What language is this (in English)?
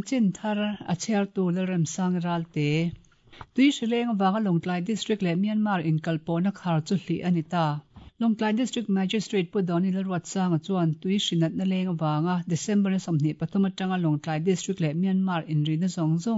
Mizo